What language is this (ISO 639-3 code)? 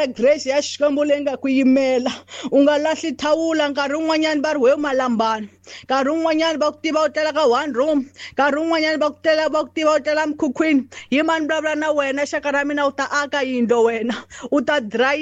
tso